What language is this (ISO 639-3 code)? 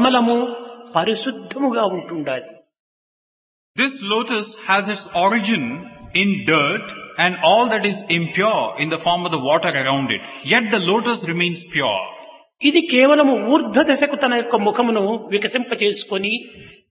tel